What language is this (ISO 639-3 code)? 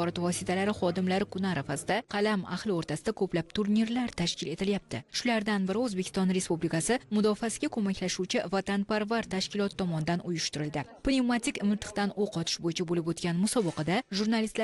uzb